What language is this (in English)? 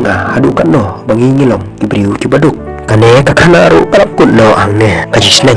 Khasi